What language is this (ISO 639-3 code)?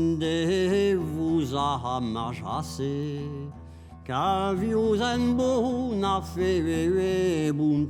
oci